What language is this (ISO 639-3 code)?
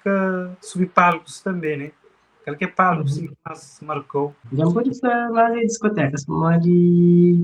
kea